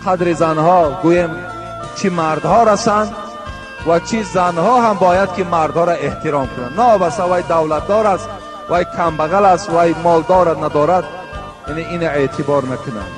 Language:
Tajik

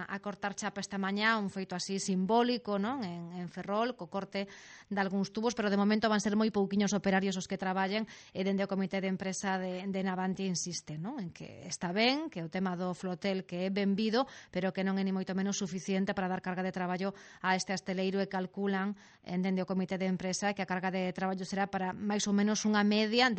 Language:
Galician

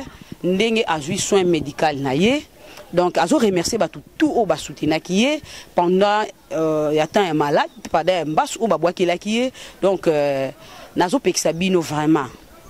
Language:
Lingala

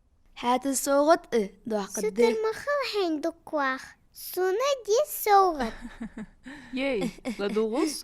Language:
Ingush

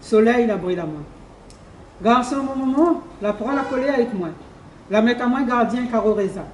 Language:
Réunion Creole French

